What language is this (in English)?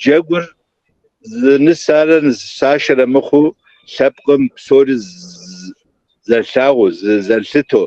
Kabardian